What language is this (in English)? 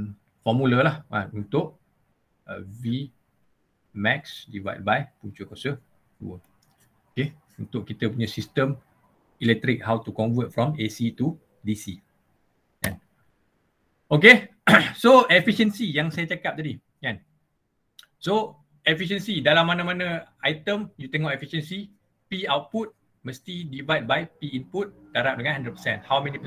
Malay